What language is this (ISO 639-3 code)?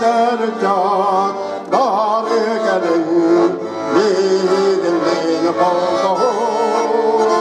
sah